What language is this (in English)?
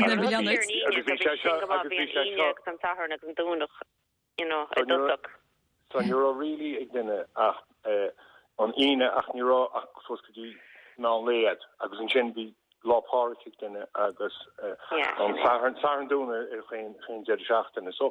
Irish